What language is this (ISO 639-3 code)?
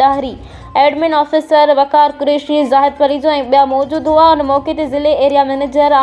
snd